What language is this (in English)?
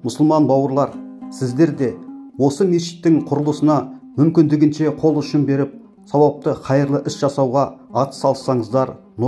Kazakh